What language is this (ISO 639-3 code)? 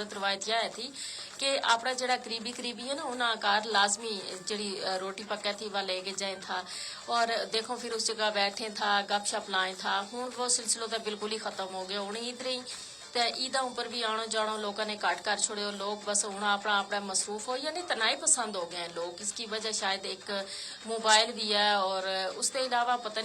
gju